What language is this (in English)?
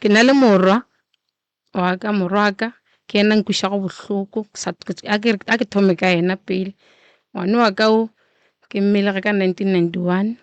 Northern Sotho